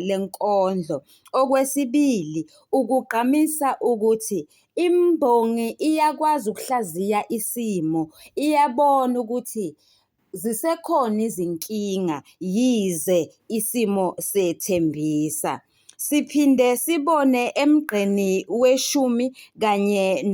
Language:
Zulu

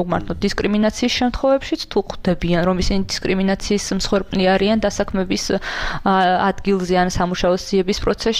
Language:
Georgian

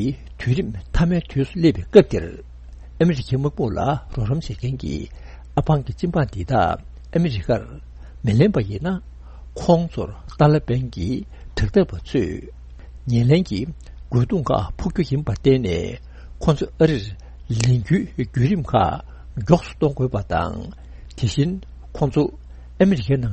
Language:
Tibetan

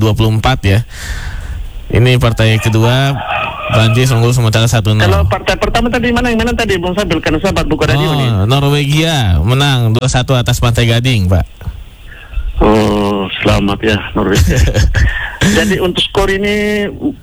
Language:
Indonesian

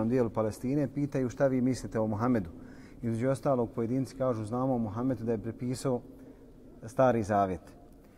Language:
Bosnian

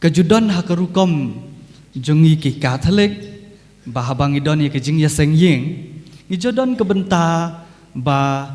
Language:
Khasi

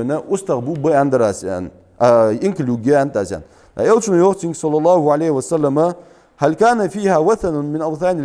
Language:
Ingush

